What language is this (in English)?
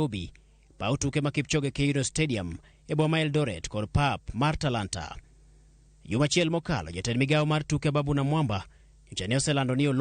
Luo (Kenya and Tanzania)